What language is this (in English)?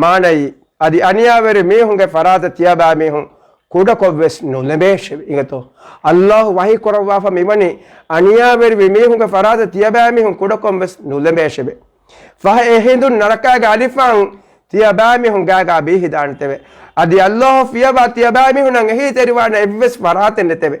Divehi